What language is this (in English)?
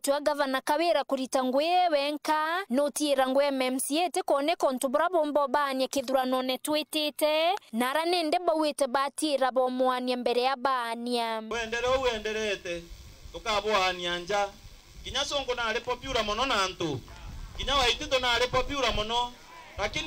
Meru